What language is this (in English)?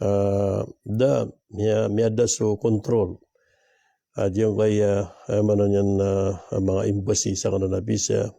Maranao